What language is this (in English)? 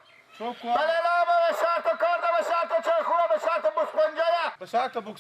Persian